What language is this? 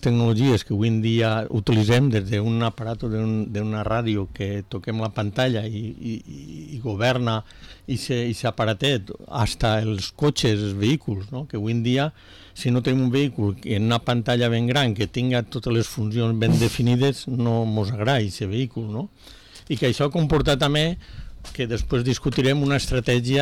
Catalan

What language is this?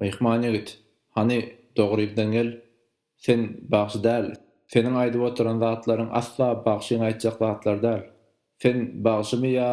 Turkmen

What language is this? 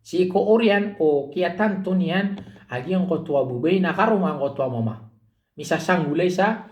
Maranao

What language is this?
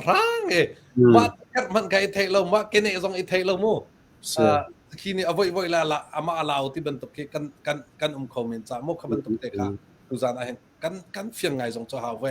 Hakha Chin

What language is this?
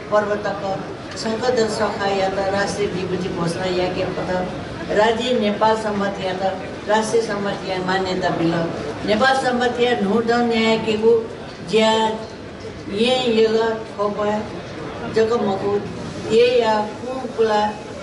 Newari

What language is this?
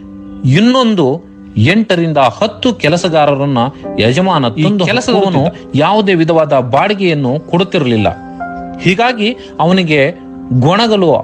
Kannada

